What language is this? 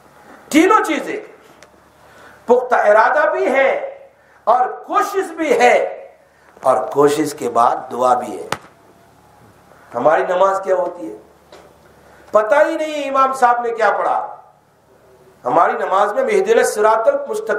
Urdu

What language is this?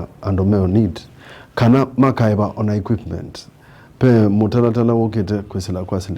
Kamba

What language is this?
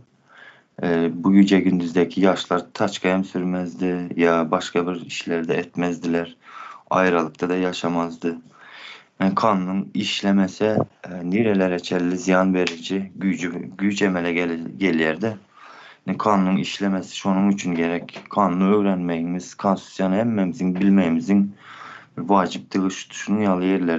Turkmen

